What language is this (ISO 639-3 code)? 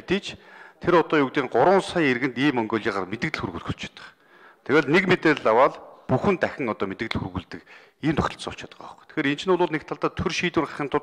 mon